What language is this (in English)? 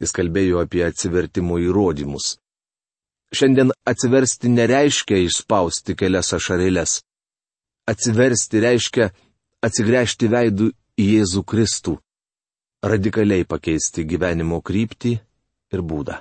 Lithuanian